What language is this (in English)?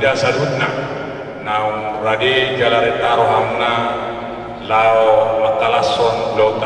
Batak Toba